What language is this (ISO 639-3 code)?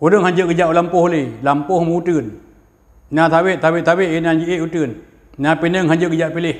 ace